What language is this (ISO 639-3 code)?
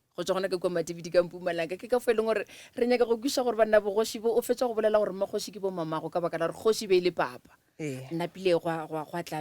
nso